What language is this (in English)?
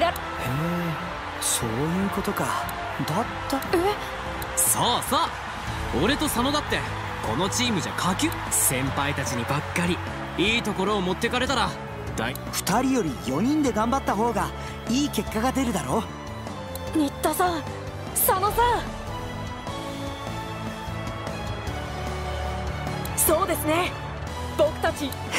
Japanese